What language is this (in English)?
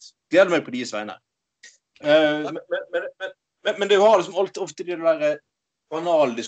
Norwegian